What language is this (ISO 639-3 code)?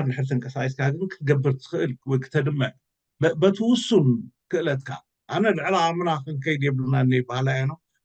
tir